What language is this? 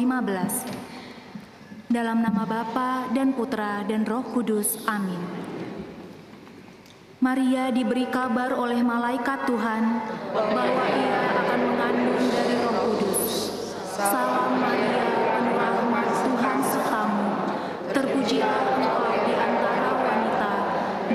Indonesian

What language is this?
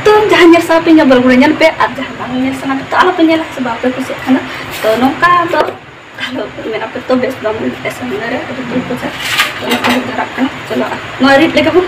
Santali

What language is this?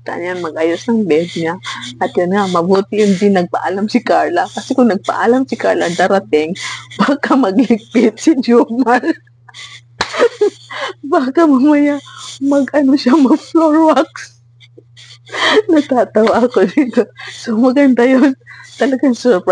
Filipino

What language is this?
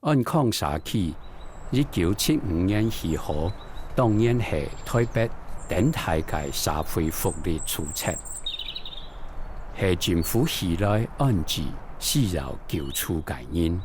Hakka Chinese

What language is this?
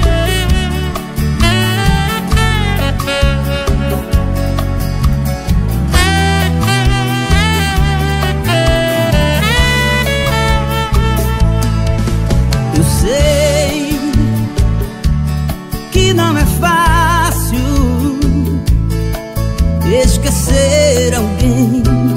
Portuguese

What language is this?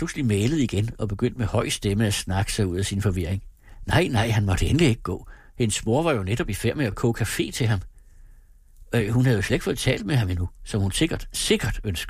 Danish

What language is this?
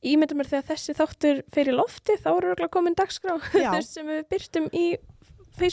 Icelandic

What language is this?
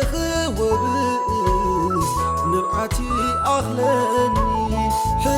Tigrinya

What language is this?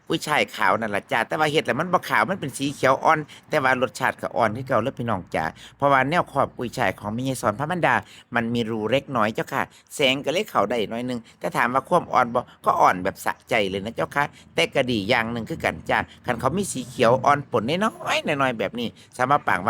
Northeastern Thai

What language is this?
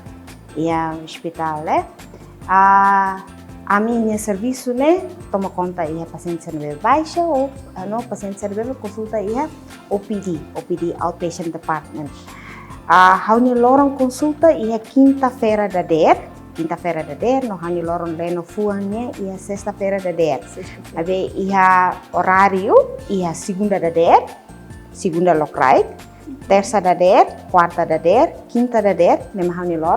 Tetum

